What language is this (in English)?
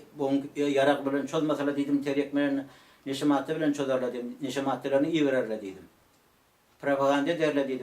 Turkmen